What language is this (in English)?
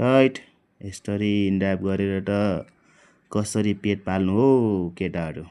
Nepali